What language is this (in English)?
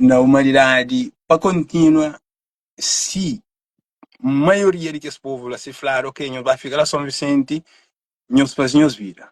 Kabuverdianu